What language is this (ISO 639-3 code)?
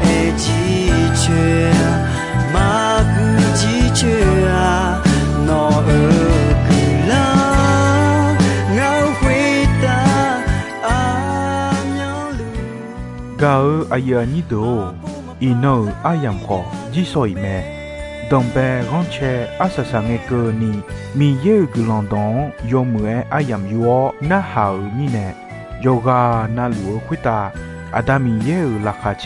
ahk